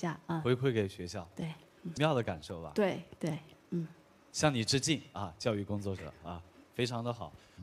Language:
Chinese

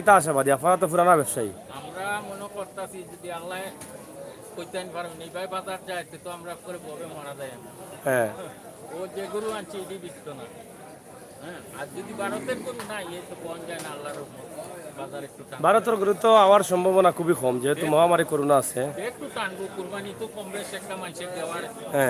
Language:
Sylheti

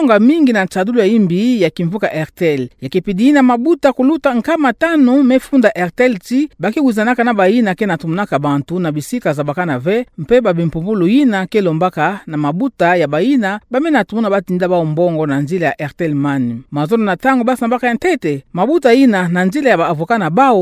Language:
Kituba (Democratic Republic of Congo)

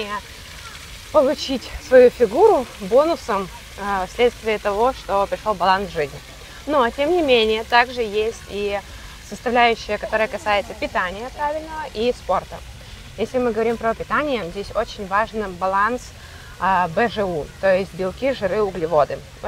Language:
Russian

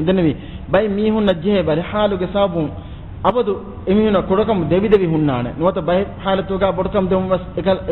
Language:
Divehi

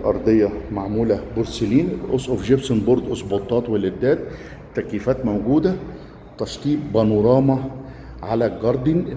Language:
Egyptian Arabic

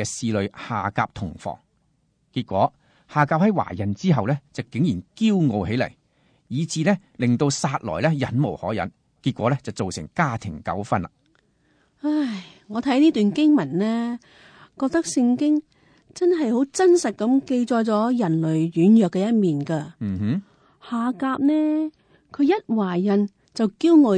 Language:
Cantonese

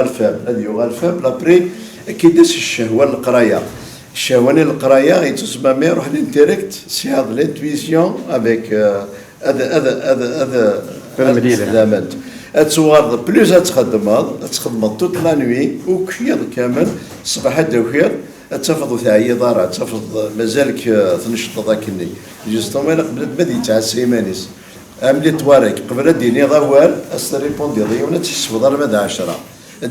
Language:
Kabyle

